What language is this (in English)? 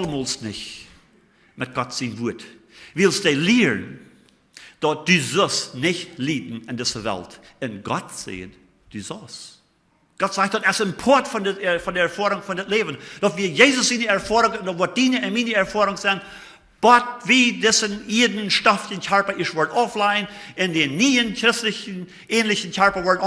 Plautdietsch